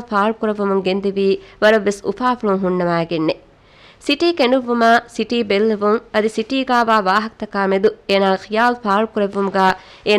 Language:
Divehi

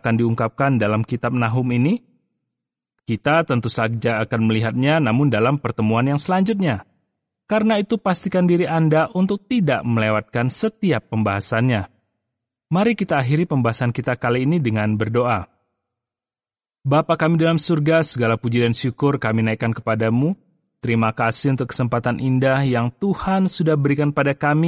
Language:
Indonesian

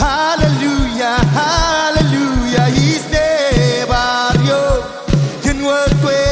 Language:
Marshallese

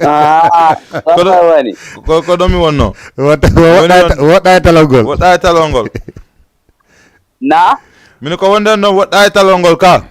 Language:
Fula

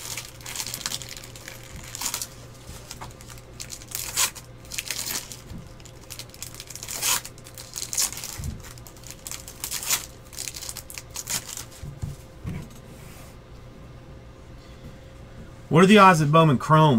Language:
English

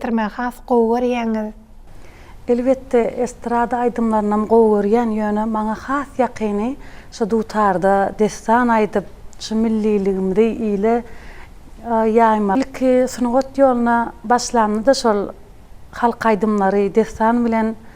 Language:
Turkmen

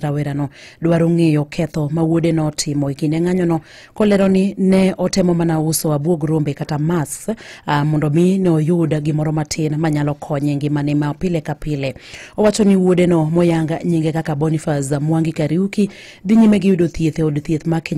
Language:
Luo (Kenya and Tanzania)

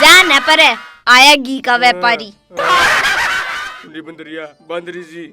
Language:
Haryanvi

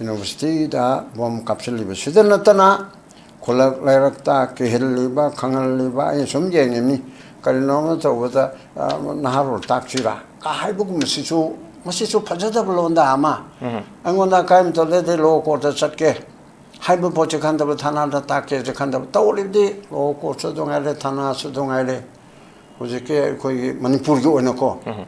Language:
Manipuri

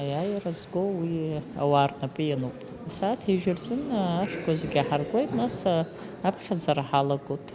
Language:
Abkhazian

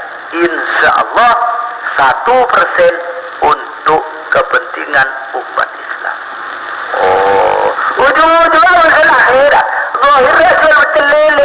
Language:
Madurese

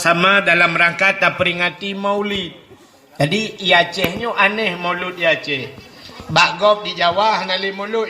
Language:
Achinese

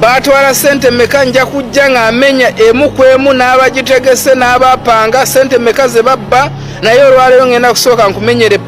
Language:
Ganda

